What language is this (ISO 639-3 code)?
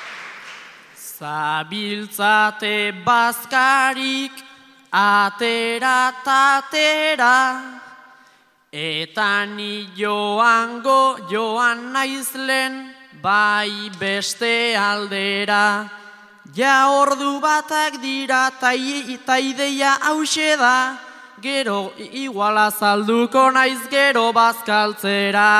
eus